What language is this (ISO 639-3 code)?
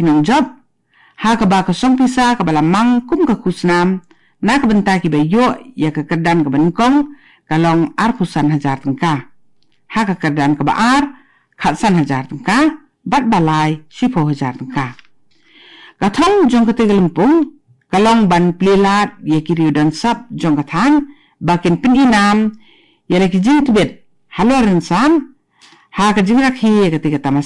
kha